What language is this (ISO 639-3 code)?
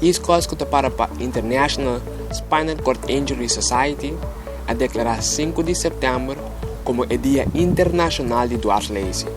pap